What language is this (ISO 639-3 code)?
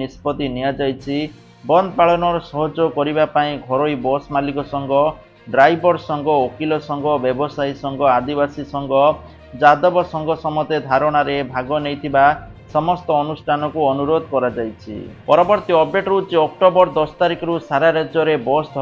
ori